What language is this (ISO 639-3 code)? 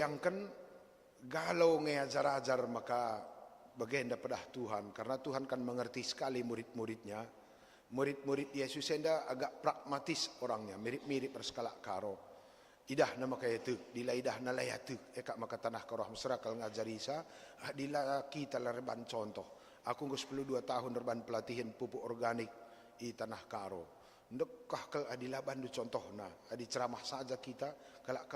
btx